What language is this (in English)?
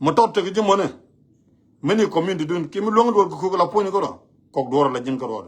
Nuer